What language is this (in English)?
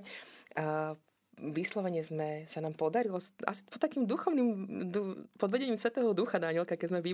Slovak